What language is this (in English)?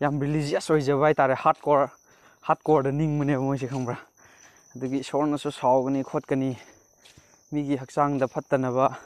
Manipuri